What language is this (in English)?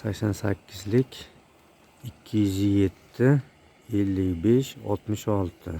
Uzbek